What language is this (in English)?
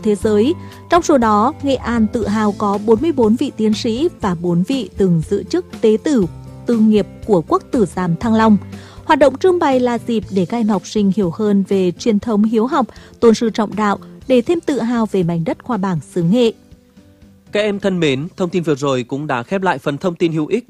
Vietnamese